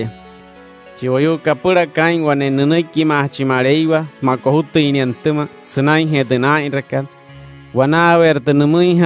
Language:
Wayuu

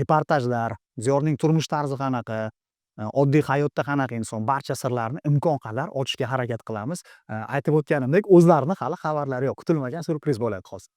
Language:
Uzbek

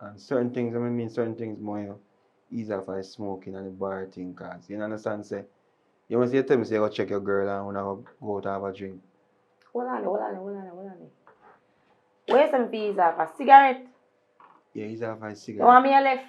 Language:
Jamaican Creole English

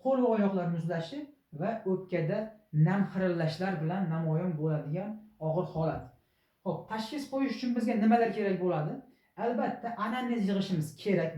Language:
Uzbek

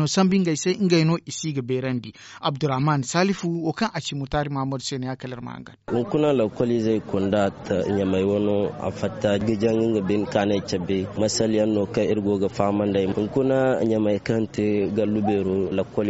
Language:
Zarma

